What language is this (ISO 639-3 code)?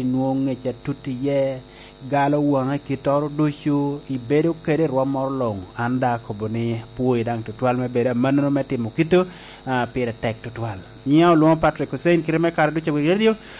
laj